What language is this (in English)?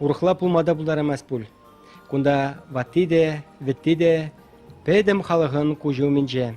Chuvash